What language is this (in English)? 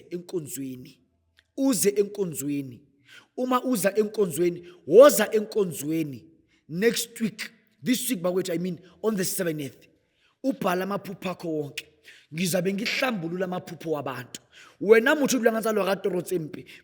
Zulu